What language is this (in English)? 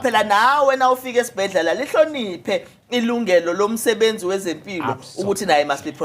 Zulu